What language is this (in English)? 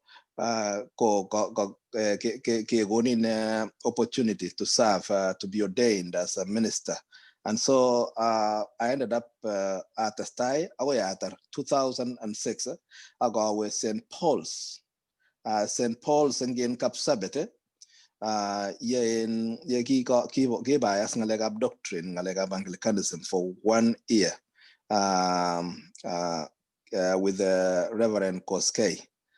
Kalenjin